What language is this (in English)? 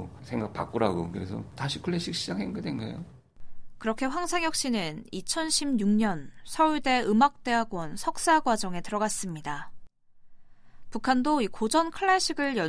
Korean